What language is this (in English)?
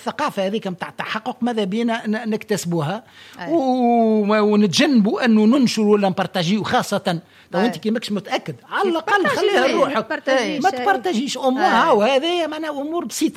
Tunisian Arabic